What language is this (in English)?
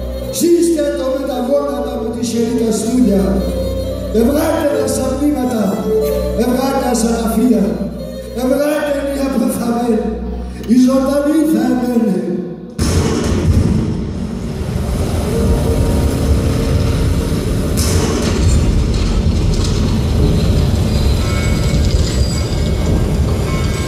Greek